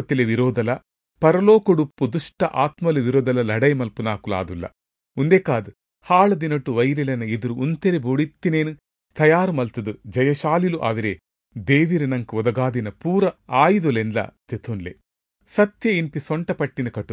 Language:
Tulu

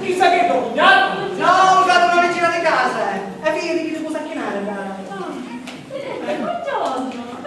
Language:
Sicilian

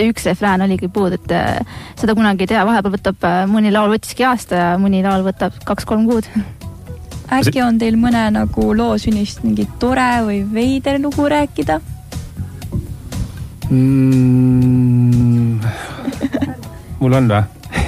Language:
Estonian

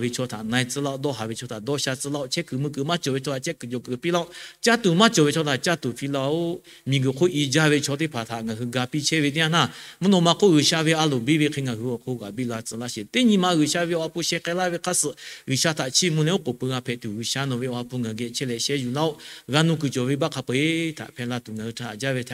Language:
Lahu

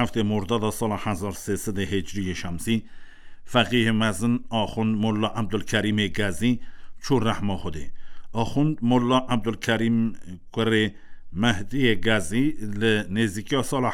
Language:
Kurdish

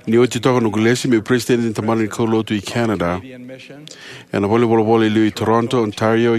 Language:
Fijian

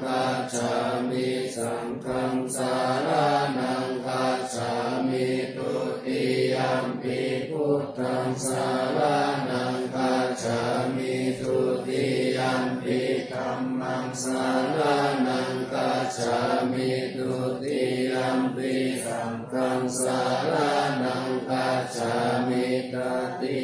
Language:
Pali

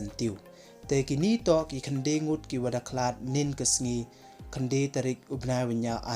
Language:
Pnar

